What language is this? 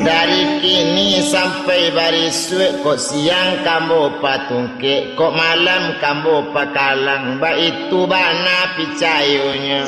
Minangkabau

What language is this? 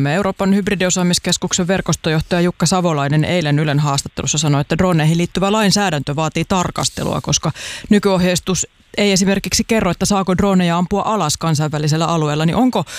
Finnish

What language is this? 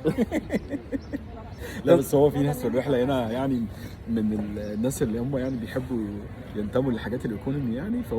Egyptian Arabic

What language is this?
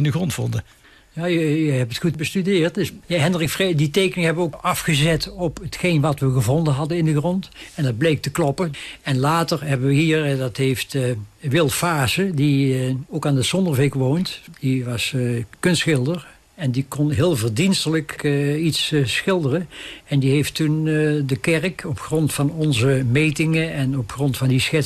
Dutch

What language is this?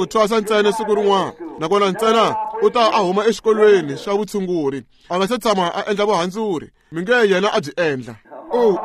Tsonga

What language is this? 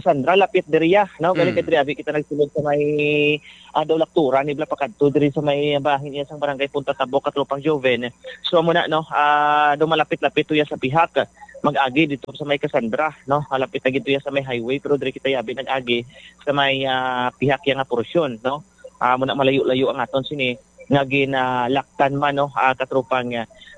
Hiligaynon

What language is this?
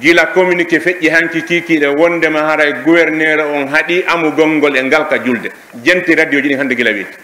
Pular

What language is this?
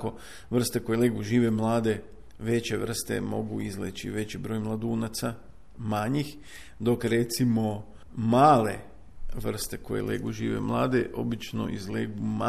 Croatian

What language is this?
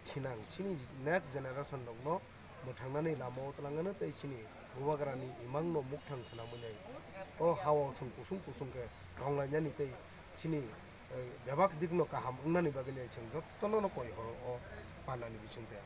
Kok Borok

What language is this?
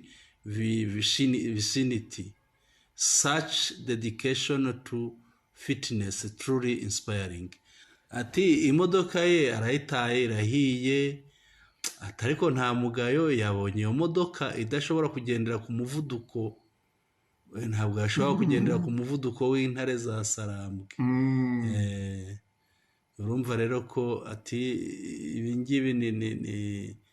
Kinyarwanda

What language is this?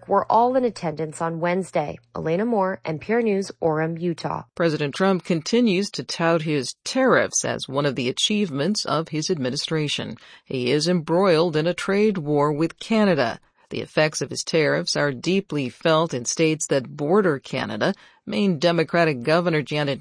English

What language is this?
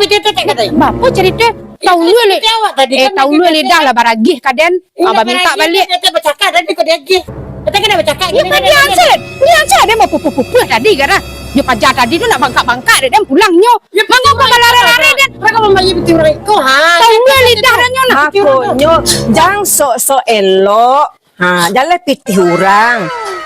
Minangkabau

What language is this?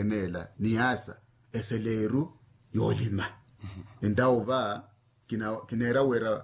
Makhuwa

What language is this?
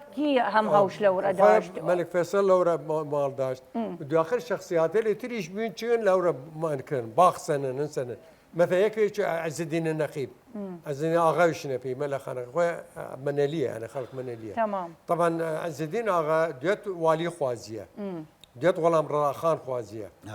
Southern Kurdish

